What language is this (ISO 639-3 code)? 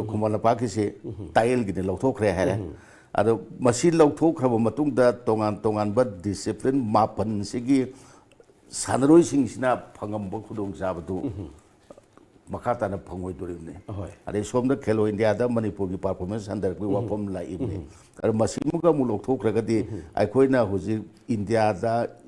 mni